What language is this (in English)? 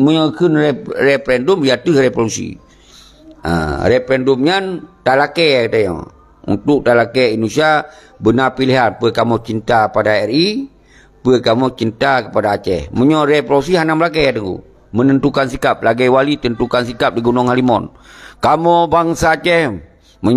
Achinese